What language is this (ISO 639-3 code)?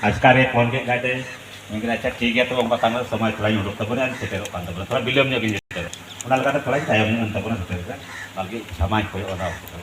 sat